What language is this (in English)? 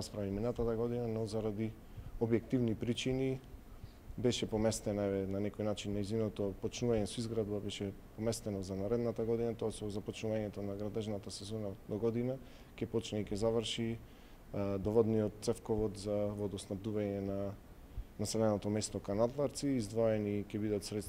Macedonian